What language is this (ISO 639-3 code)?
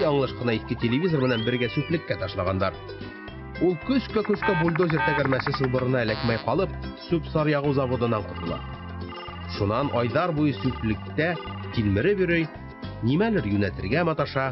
bak